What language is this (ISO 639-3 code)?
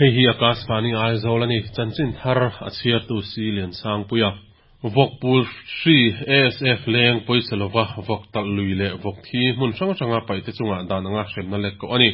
lus